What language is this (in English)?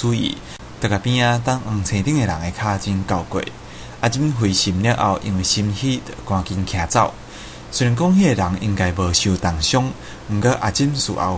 Min Nan Chinese